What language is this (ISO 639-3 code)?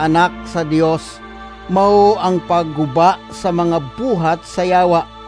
ceb